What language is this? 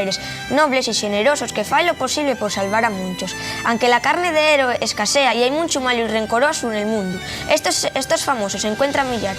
Asturian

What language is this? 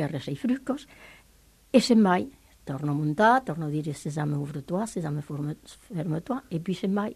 Italian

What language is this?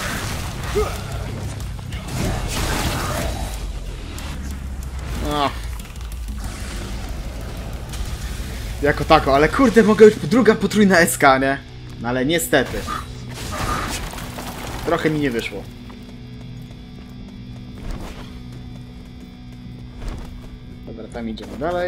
Polish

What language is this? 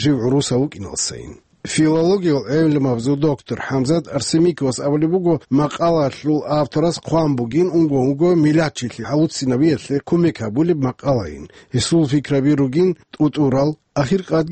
Avaric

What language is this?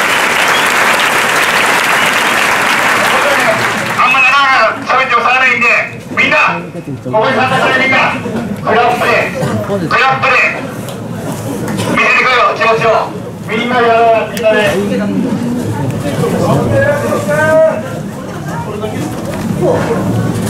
Japanese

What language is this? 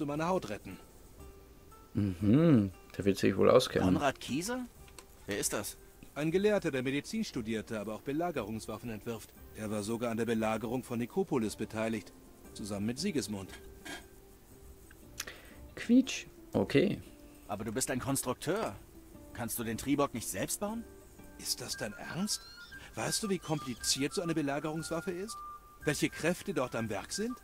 German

